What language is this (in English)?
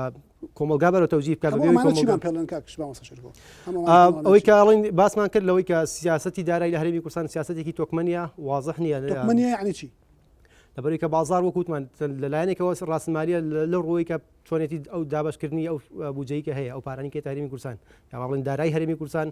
Central Kurdish